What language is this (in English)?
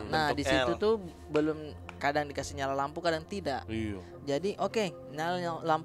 Makassar Malay